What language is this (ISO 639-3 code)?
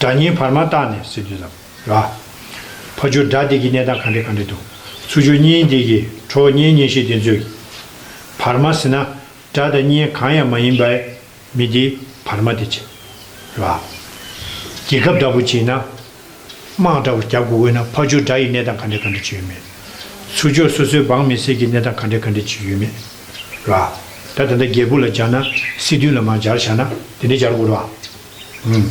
bod